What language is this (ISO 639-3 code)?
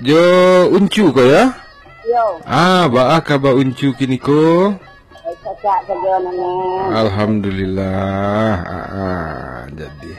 min